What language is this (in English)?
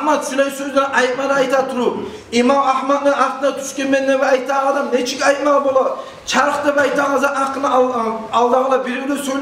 Kumyk